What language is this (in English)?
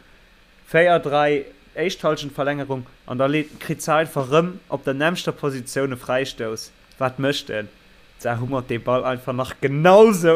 Luxembourgish